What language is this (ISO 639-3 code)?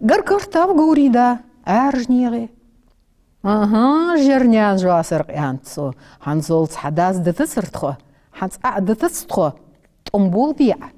inh